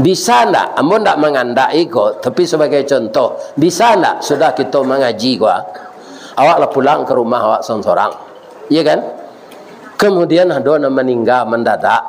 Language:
Minangkabau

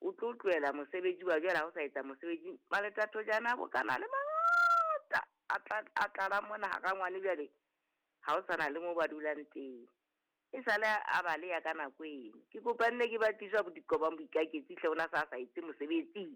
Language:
Southern Sotho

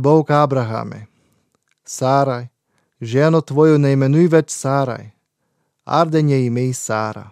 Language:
Slovenian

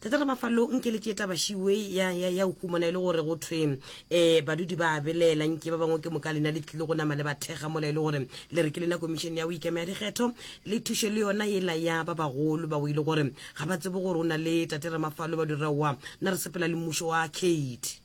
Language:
Northern Sotho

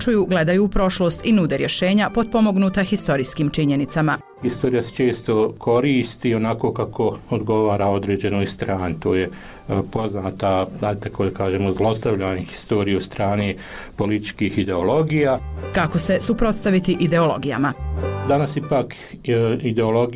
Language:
Bosnian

